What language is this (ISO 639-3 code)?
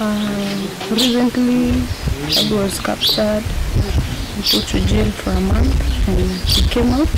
kam